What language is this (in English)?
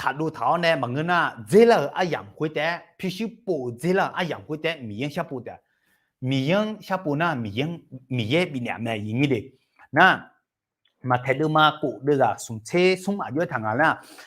Akha